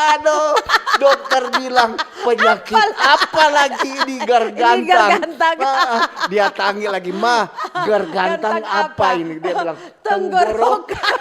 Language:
Manado Malay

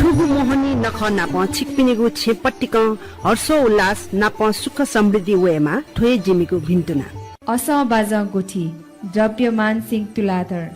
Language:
Newari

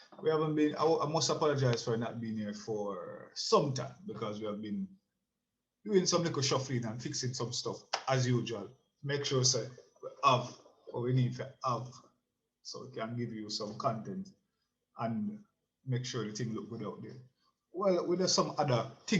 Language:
Jamaican Creole English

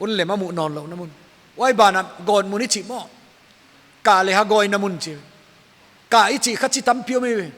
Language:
Paite Chin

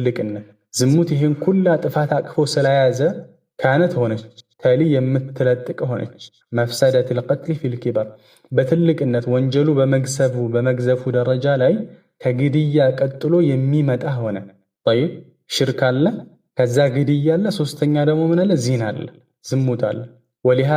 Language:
Amharic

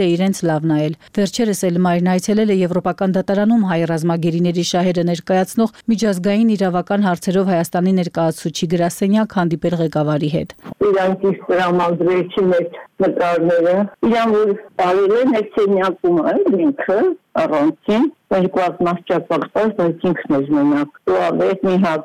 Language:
Armenian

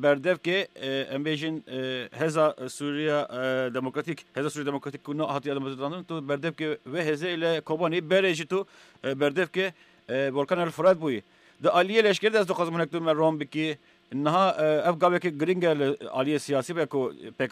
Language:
Kurdish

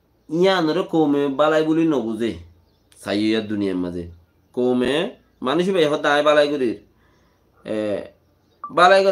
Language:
Rohingya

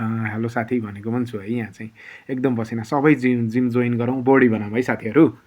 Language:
Nepali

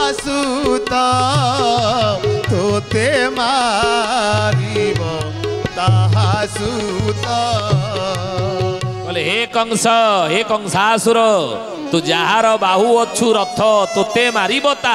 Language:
Odia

